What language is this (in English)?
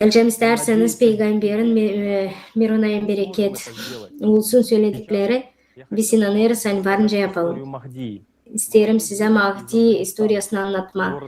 Gagauz